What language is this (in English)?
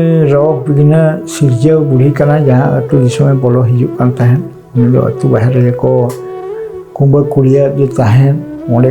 Santali